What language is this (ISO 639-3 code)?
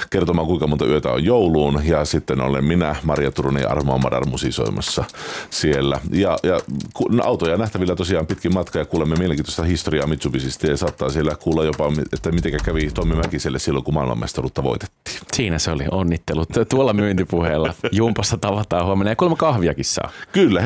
fin